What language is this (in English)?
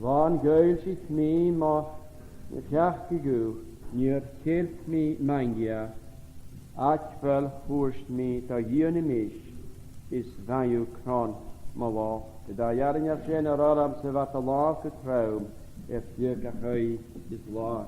Scottish Gaelic